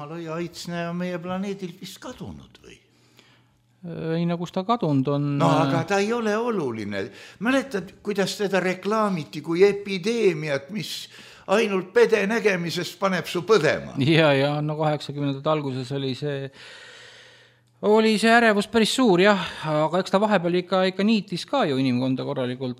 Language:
Estonian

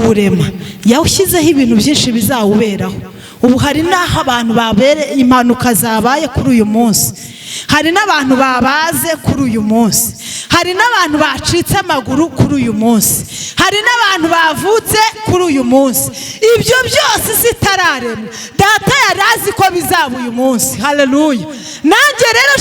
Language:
Kinyarwanda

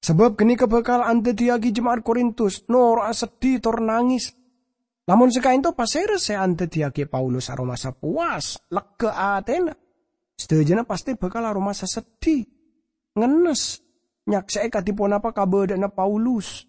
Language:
Madurese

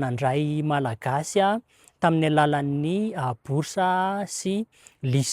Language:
Malagasy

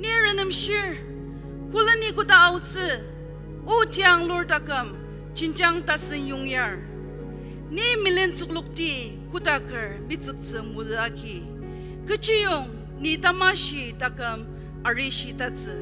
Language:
Ao Naga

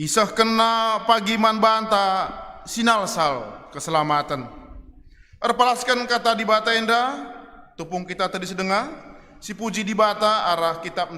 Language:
Batak Karo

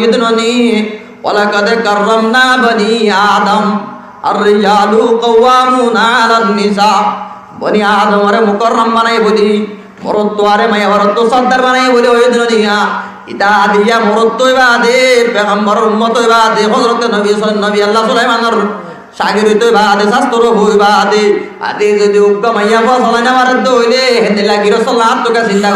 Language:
Rohingya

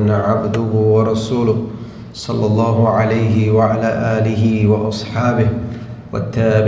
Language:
Divehi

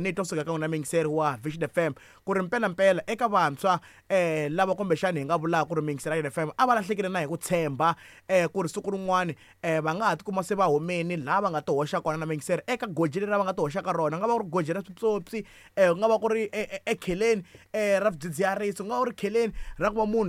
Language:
Tsonga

